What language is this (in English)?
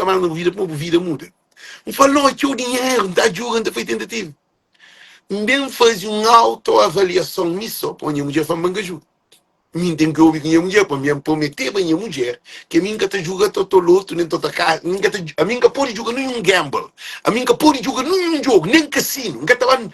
Kabuverdianu